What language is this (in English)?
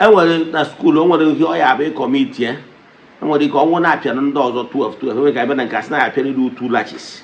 Igbo